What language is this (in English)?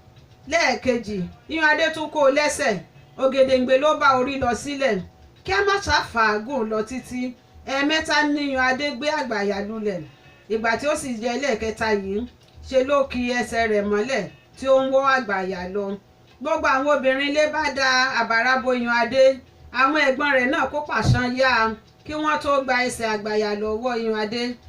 Yoruba